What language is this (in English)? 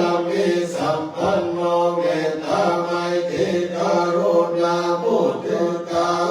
Pali